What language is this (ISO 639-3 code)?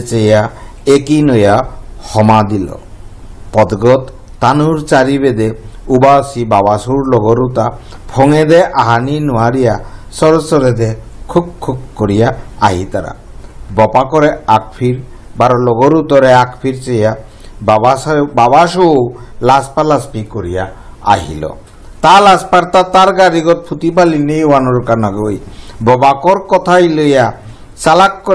bpy